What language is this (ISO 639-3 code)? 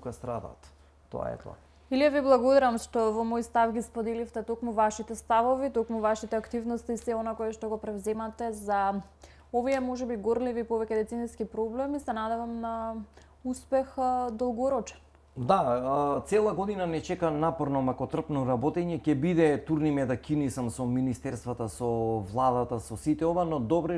mkd